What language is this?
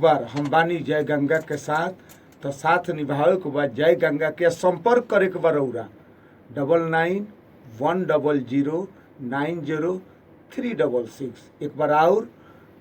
Maithili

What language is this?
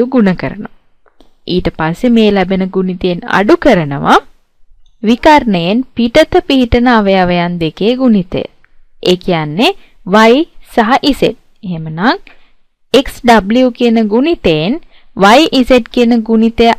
Sinhala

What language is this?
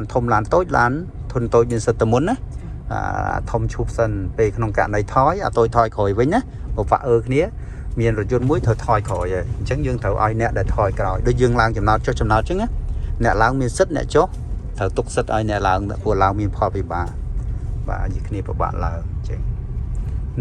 Khmer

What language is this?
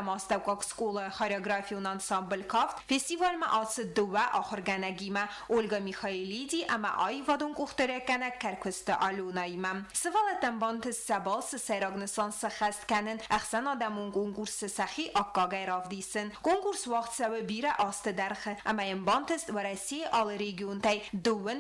Ossetic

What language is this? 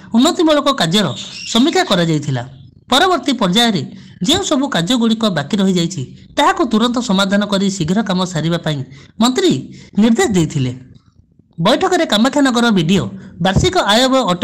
Odia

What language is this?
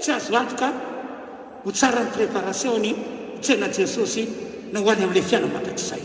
Malagasy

